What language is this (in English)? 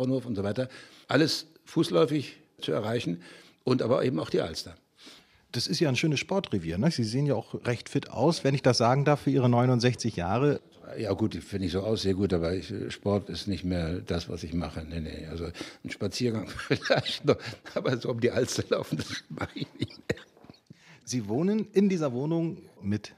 German